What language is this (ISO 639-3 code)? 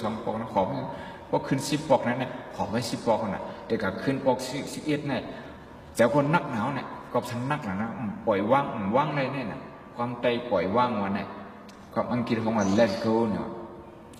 shn